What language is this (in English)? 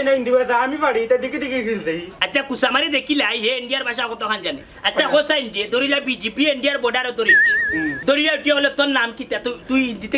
Sylheti